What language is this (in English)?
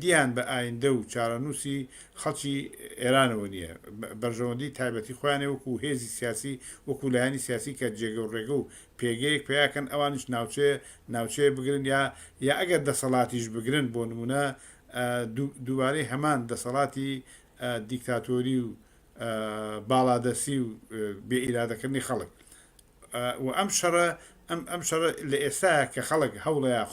Central Kurdish